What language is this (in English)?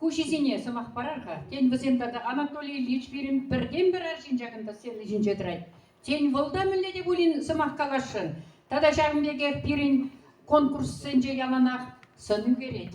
Chuvash